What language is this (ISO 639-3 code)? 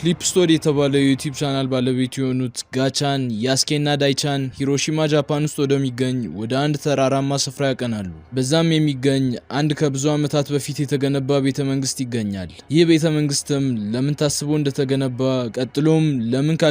amh